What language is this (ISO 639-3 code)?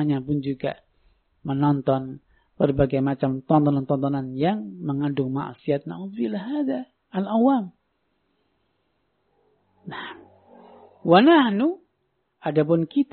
ind